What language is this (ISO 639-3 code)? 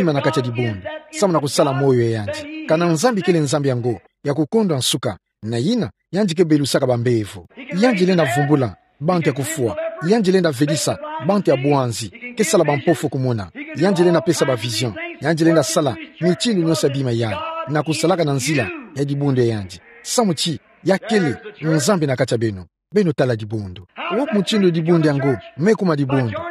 ktu